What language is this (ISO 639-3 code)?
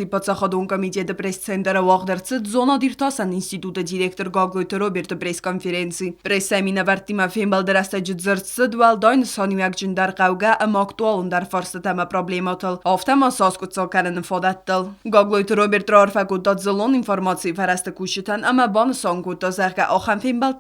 oss